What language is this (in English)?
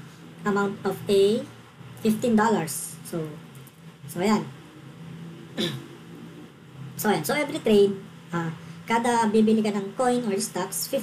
Filipino